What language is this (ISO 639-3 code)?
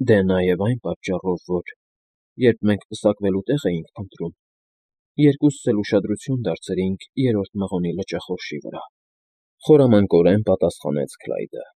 hye